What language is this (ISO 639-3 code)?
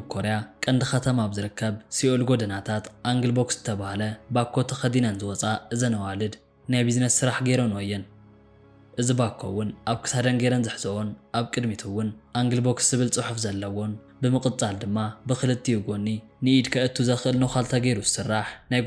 tir